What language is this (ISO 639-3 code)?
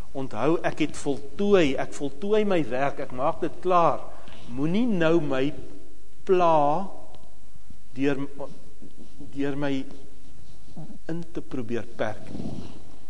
afr